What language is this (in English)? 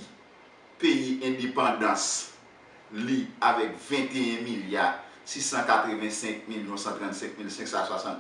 Haitian Creole